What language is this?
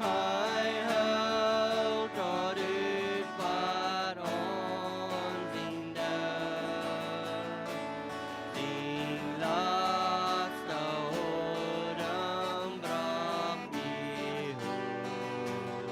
Plautdietsch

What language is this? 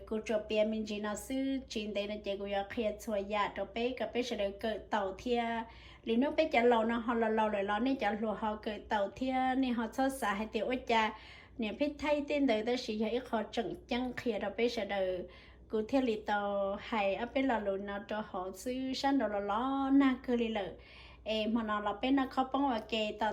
Hmong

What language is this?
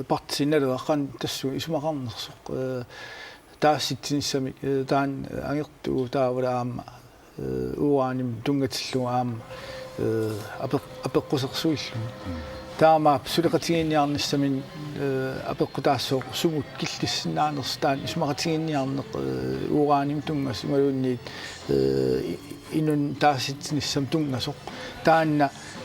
Kalaallisut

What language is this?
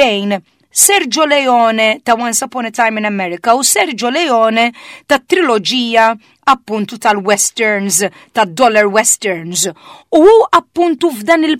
Maltese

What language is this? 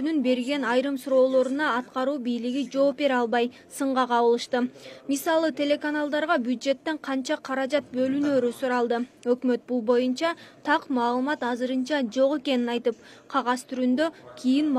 Kyrgyz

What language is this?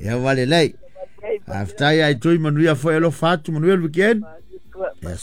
Samoan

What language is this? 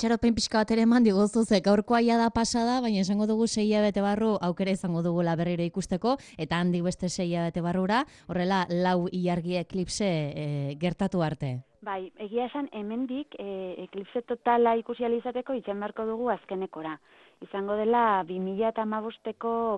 Basque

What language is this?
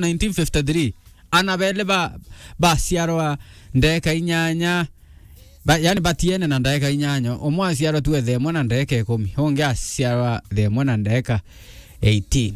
Meru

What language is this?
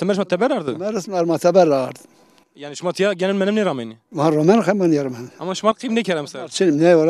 Zaza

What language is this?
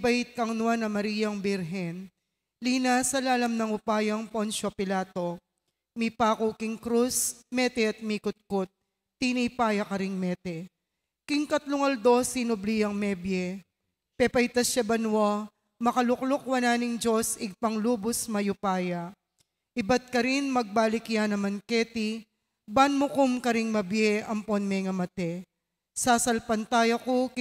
Pampanga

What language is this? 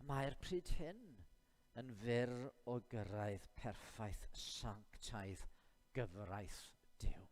Welsh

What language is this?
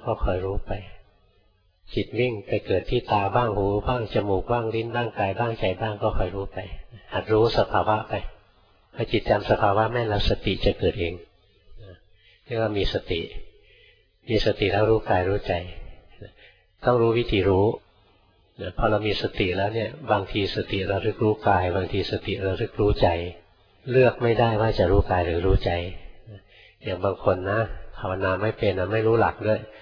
Thai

